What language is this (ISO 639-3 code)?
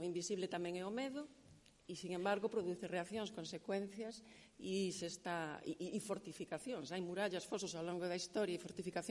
glg